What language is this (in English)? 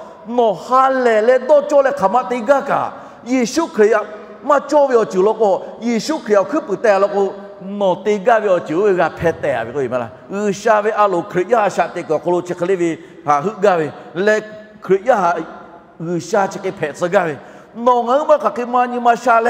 Lahu